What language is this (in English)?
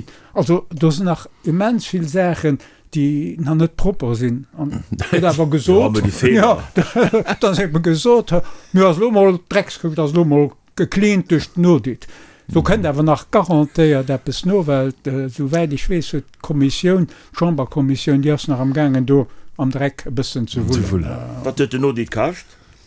Luxembourgish